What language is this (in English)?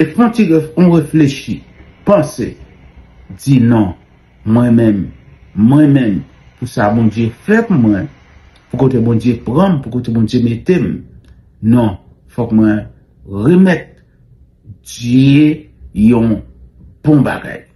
Haitian Creole